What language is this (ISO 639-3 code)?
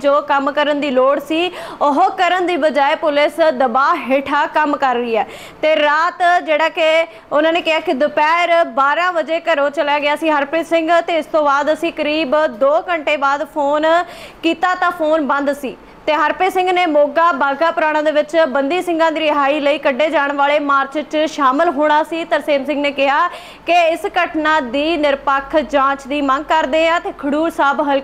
pan